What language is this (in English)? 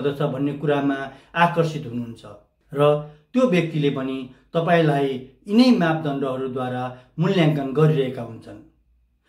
Nepali